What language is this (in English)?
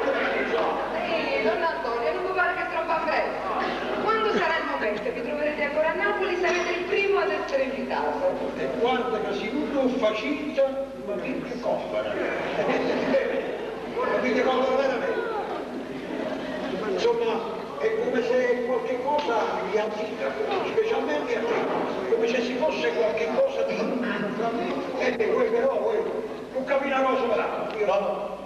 Neapolitan